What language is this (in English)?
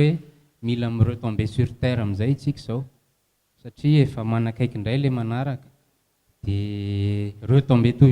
Malagasy